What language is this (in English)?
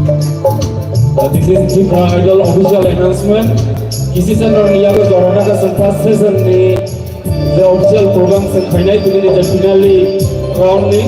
Kok Borok